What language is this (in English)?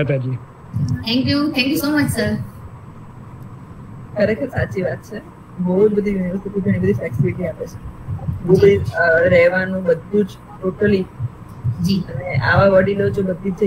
Gujarati